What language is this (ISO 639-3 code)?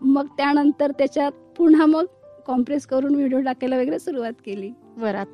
mar